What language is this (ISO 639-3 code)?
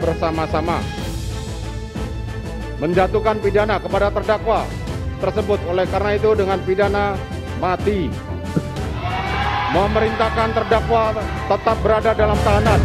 ind